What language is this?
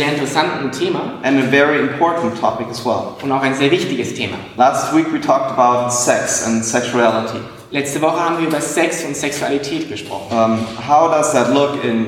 German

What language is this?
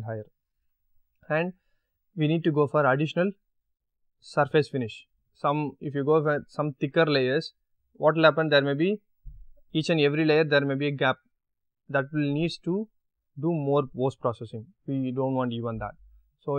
English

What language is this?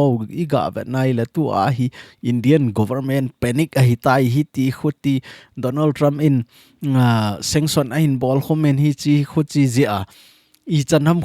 Thado Chin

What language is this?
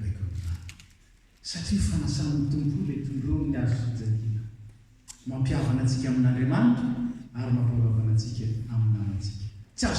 Malagasy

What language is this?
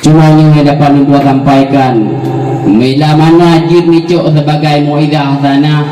Achinese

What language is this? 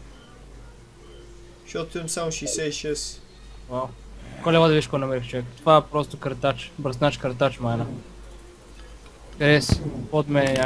Bulgarian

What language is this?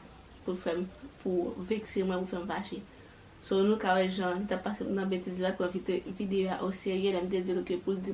Haitian Creole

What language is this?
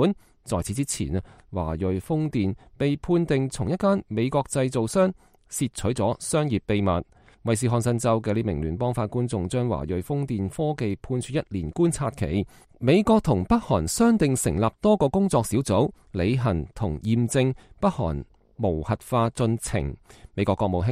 Cantonese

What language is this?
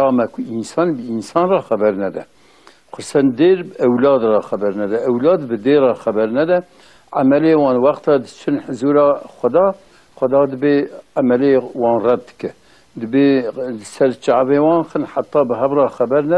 Kurdish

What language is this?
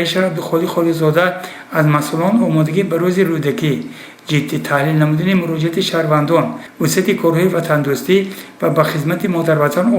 Tajik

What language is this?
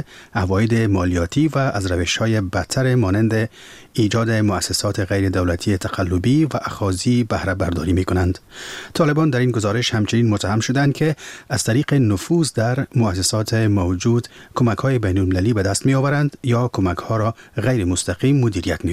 Persian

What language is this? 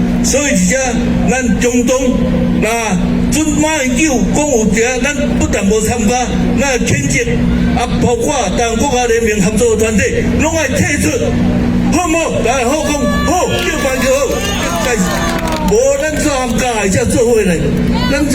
Min Nan Chinese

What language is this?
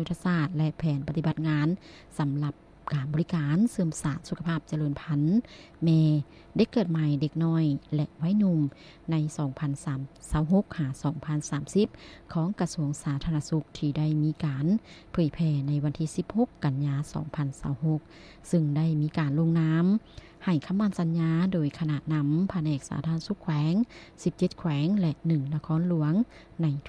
Lao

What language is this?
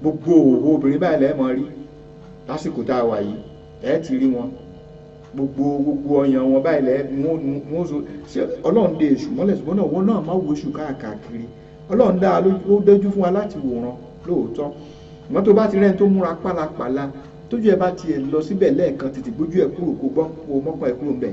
Yoruba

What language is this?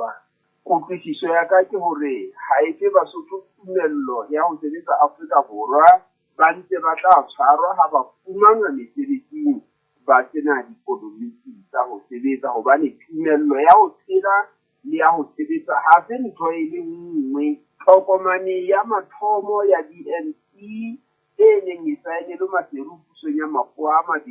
Southern Sotho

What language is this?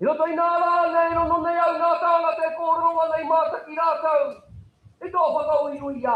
Māori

